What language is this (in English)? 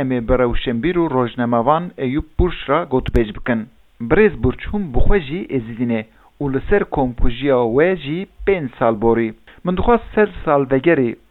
Kurdish